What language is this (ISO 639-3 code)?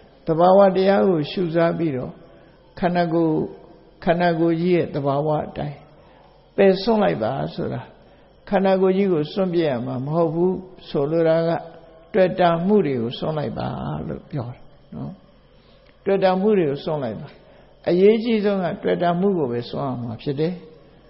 mya